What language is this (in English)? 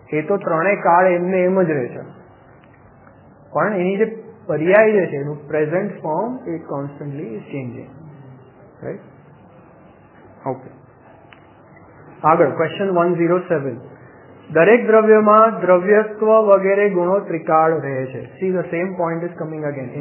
Gujarati